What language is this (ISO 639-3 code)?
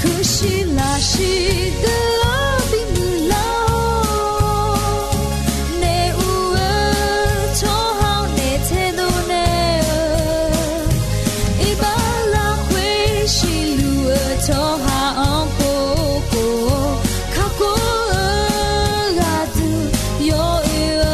ahk